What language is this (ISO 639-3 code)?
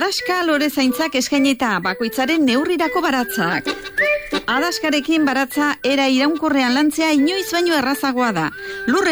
eus